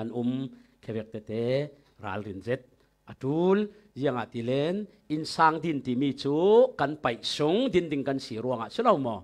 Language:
Falam Chin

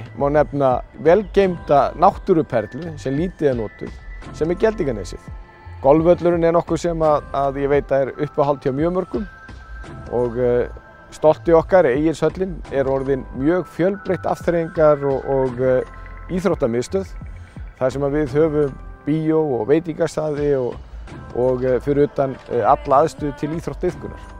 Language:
Icelandic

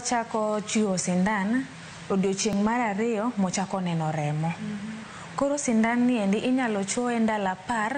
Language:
Luo (Kenya and Tanzania)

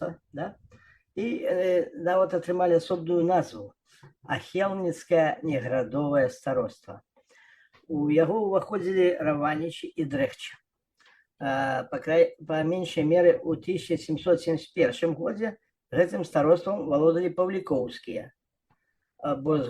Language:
Belarusian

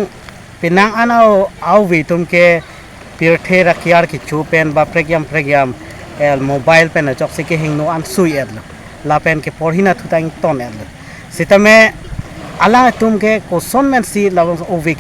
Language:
Karbi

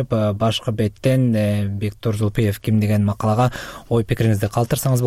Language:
Kyrgyz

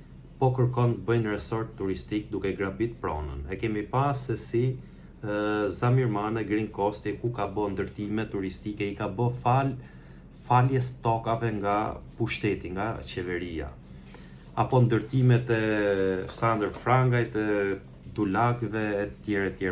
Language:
Albanian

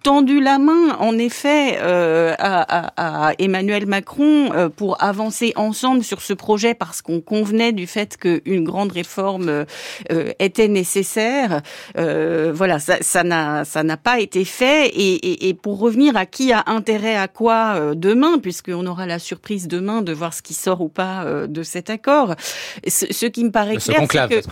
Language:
French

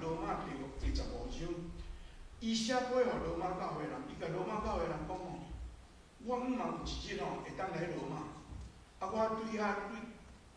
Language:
Min Nan Chinese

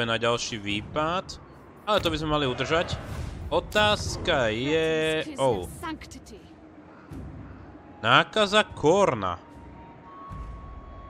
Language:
Slovak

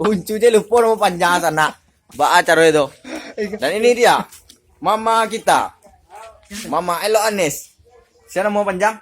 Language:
Minangkabau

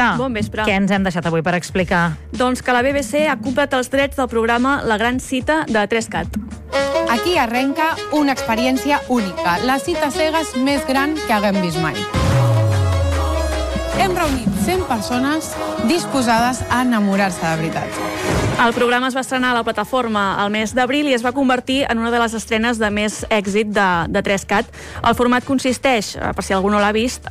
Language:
Catalan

